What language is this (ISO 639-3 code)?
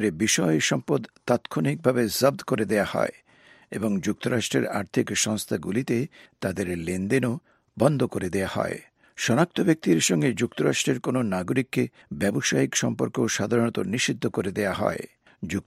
ben